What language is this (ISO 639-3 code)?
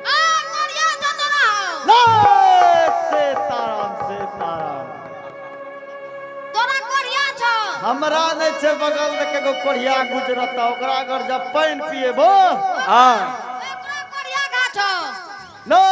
anp